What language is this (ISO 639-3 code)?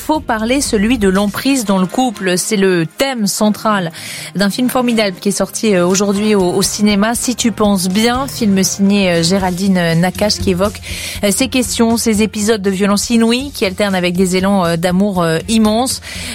fra